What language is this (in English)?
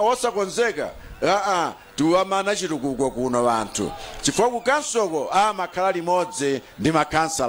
Nyanja